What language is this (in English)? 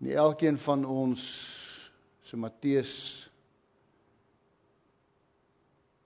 Afrikaans